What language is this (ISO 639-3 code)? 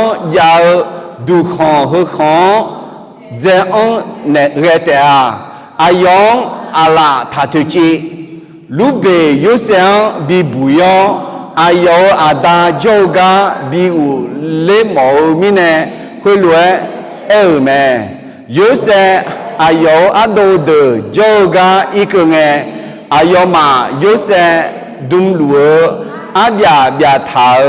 ahk